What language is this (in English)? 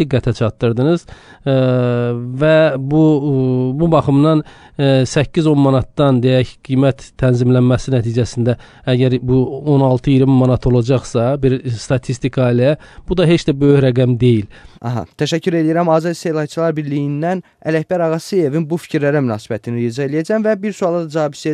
Azerbaijani